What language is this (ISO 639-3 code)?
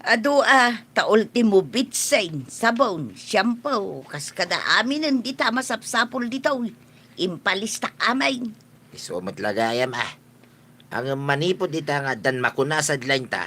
ilo